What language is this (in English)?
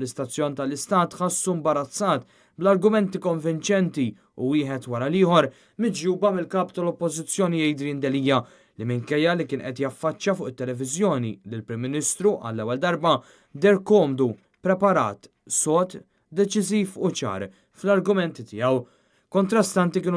Maltese